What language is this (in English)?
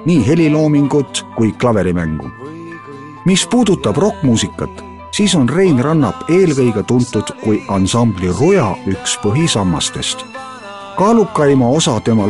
Estonian